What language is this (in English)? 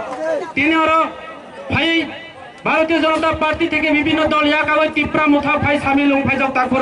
Kok Borok